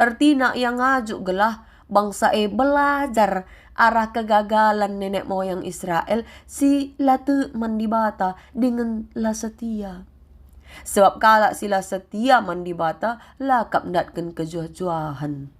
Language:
Batak Karo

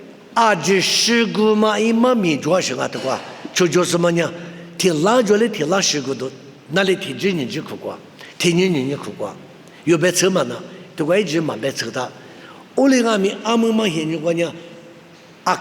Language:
Lisu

